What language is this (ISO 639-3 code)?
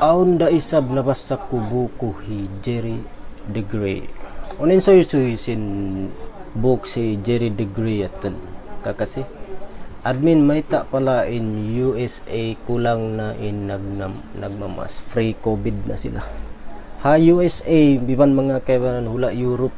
tsg